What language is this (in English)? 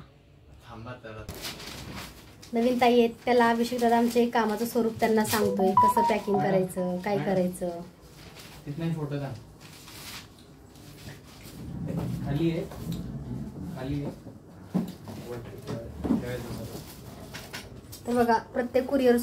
Marathi